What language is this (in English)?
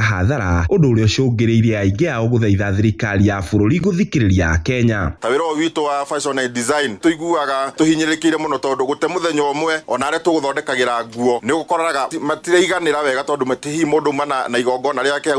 Kikuyu